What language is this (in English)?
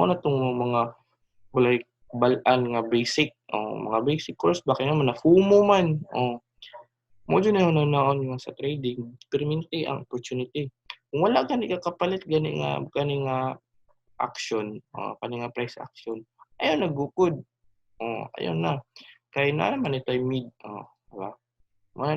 Cebuano